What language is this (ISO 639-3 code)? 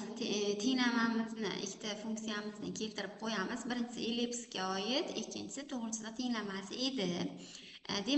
uzb